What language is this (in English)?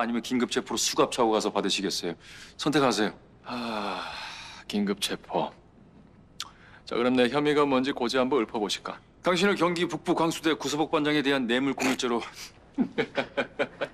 Korean